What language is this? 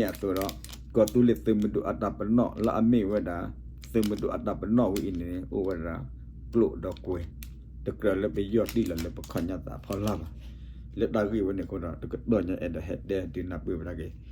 S'gaw Karen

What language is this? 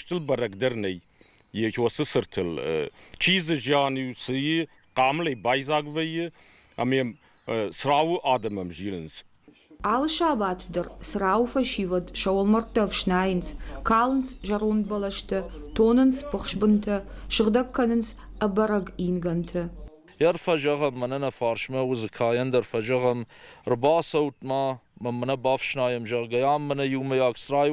Ossetic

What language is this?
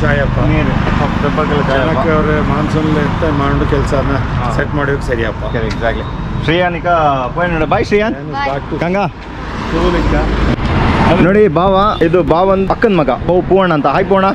Kannada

